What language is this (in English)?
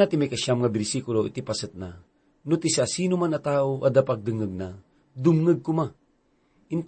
Iloko